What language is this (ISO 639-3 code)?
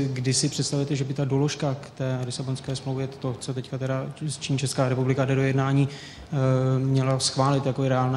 ces